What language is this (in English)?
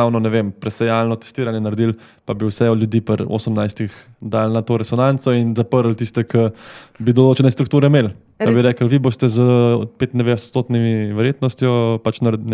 Slovenian